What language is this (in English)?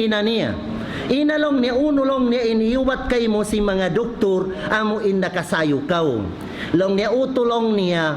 Tausug